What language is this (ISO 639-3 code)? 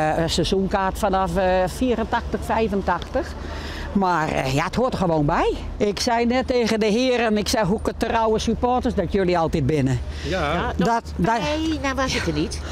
fry